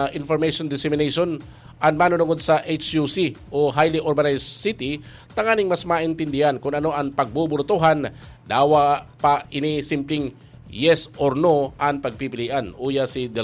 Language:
Bikol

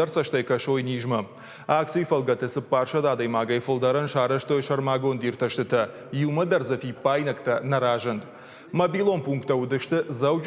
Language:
Ossetic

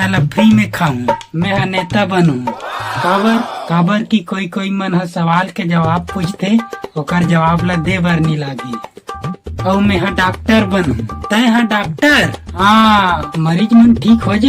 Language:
Chhattisgarhi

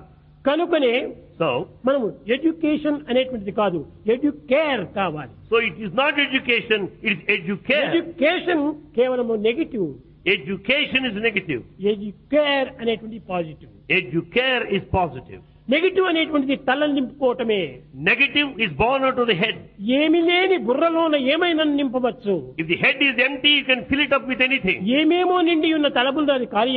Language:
Telugu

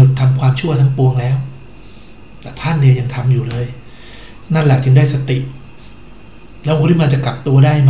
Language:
Thai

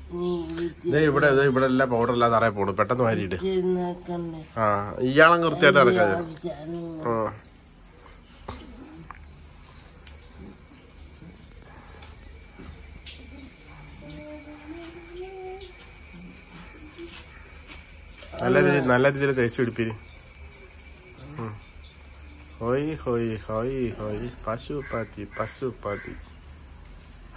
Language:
Malayalam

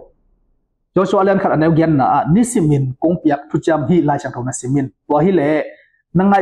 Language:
Tedim Chin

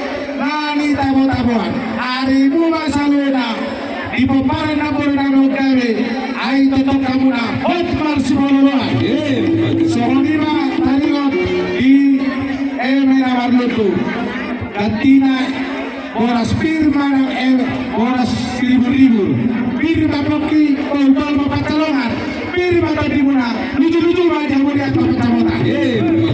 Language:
Batak Toba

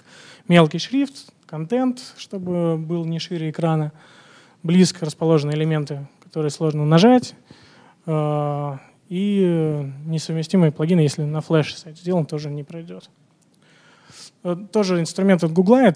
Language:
Russian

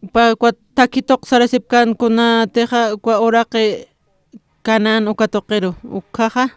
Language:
Aymara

